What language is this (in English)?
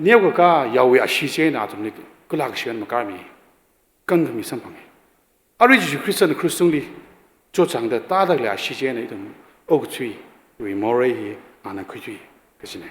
Tangkhul Naga (India)